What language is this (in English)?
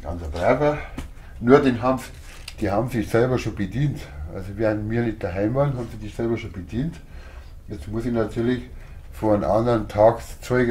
Bavarian